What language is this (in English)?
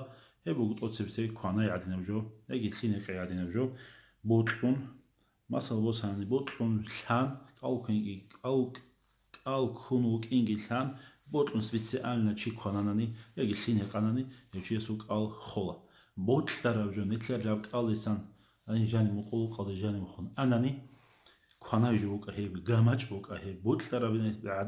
Avaric